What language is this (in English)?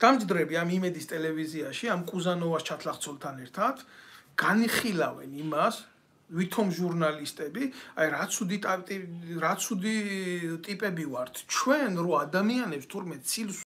Georgian